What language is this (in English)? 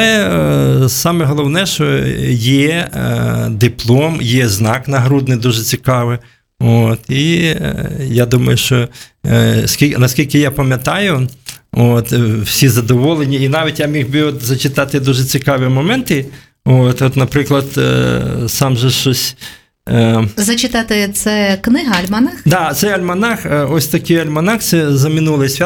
Ukrainian